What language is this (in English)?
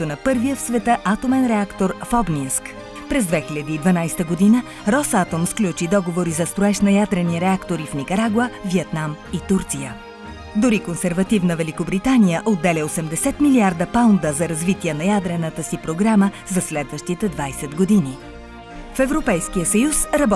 Bulgarian